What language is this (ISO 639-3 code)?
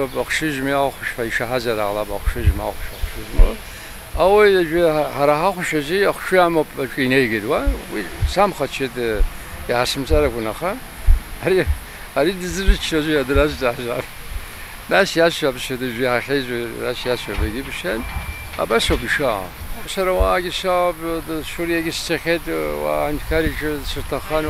abk